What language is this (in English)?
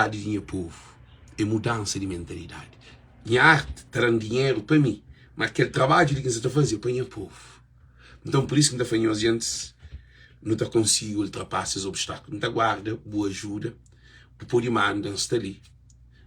Kabuverdianu